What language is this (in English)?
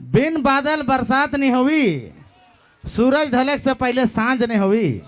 Sadri